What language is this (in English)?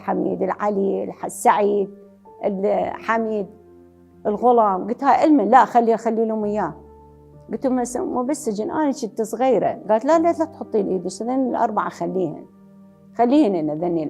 Mesopotamian Arabic